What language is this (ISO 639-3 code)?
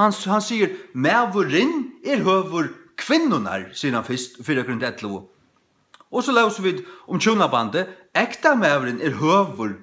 fao